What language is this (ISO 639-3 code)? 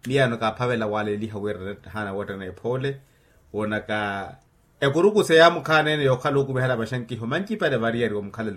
vmw